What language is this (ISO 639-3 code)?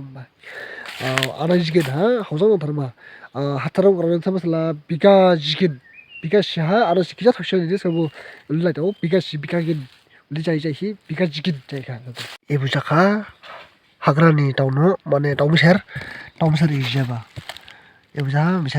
dis